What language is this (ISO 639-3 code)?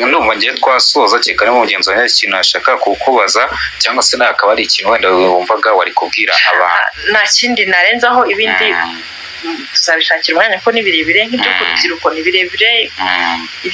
kin